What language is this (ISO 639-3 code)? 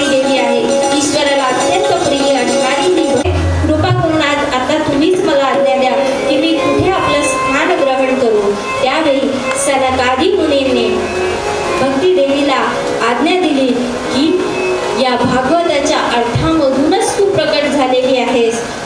mar